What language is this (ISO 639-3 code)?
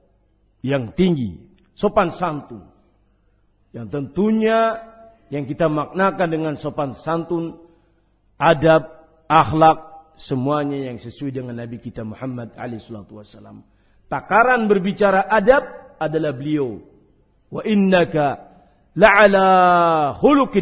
ind